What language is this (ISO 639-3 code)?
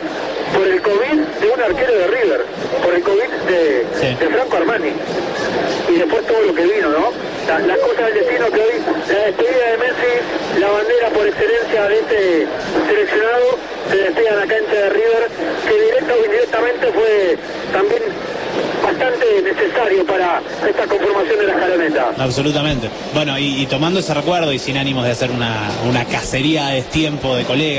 spa